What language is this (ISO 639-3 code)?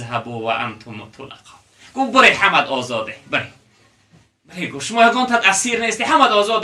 tgk